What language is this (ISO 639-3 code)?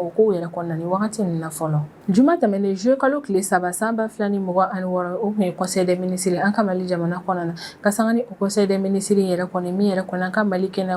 bam